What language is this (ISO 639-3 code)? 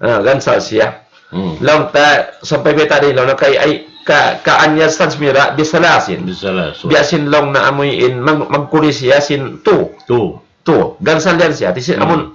tsg